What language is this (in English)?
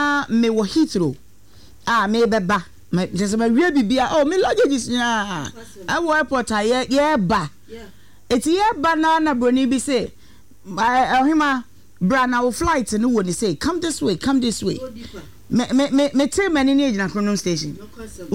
Akan